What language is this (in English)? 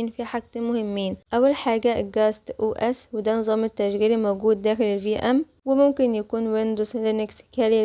Egyptian Arabic